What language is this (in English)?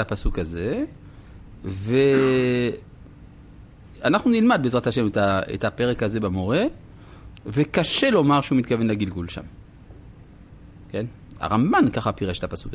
Hebrew